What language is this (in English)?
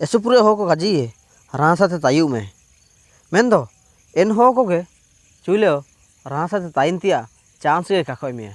Ho